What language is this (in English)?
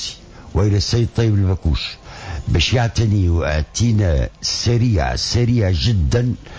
Tunisian Arabic